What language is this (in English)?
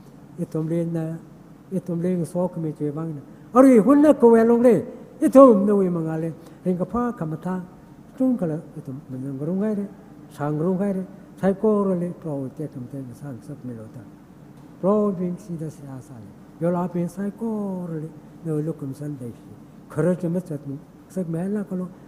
Tangkhul Naga (India)